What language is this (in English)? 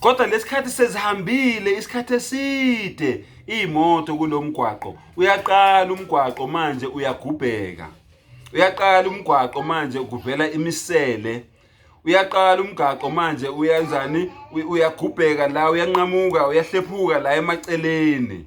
Zulu